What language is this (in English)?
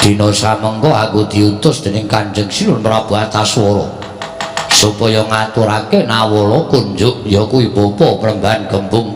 Javanese